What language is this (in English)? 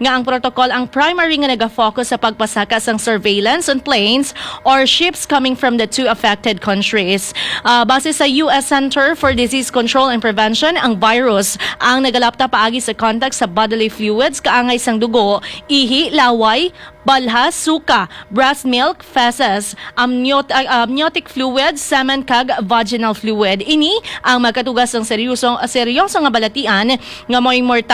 Hiligaynon